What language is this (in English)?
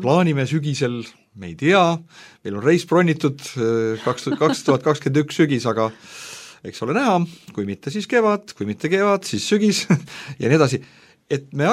Estonian